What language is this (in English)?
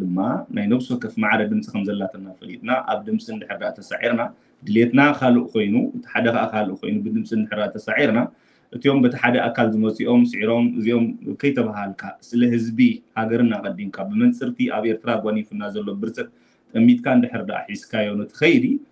Tigrinya